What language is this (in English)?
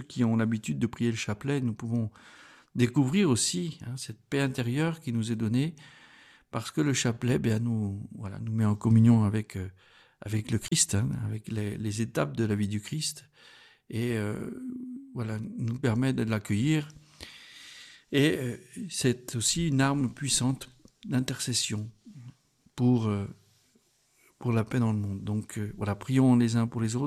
French